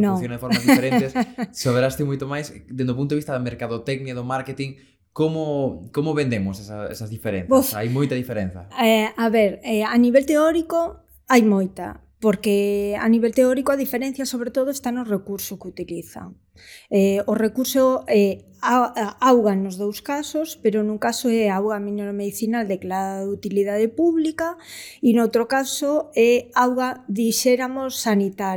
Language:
Galician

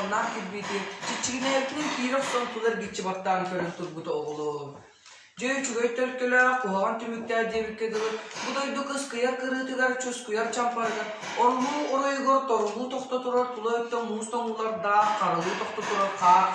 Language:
Yakut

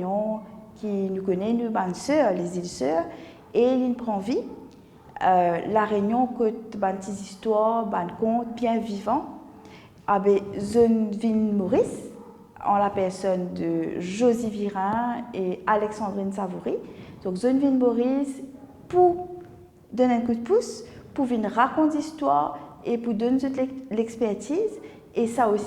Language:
Morisyen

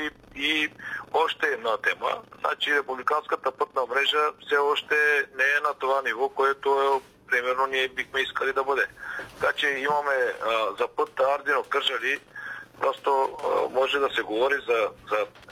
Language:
Bulgarian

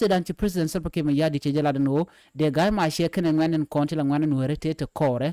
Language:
Nuer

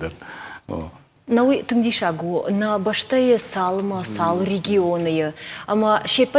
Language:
Ossetic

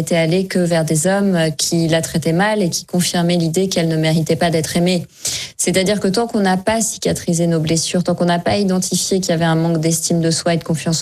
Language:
French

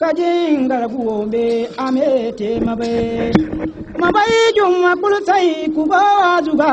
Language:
Zarma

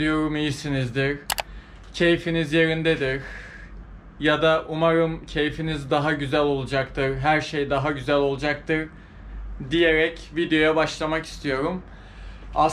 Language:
Turkish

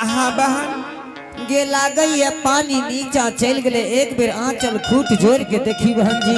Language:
Angika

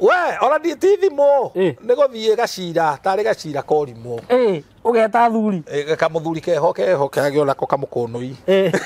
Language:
Kikuyu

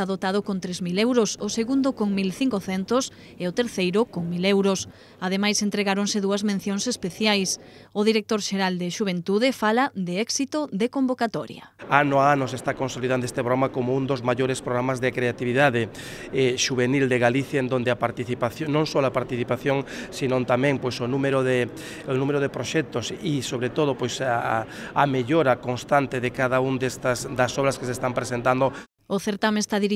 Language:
Galician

